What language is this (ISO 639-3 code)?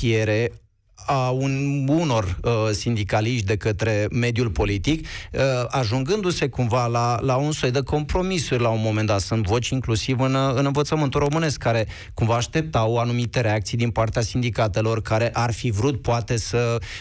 ron